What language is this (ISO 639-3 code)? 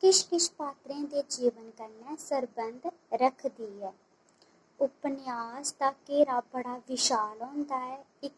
doi